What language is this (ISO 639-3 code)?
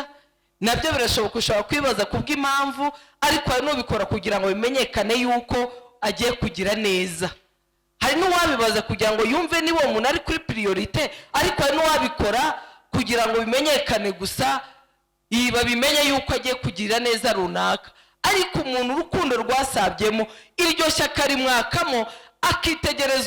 kin